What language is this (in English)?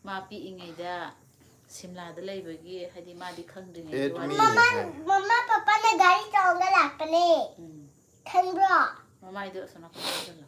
Manipuri